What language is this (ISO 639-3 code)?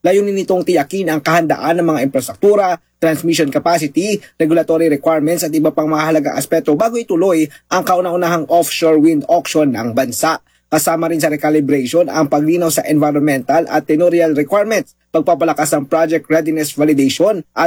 fil